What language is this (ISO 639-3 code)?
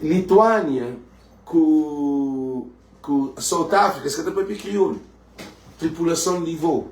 kea